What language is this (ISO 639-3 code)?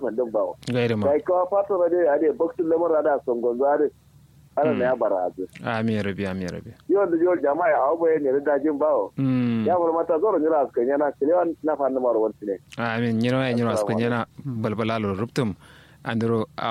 kau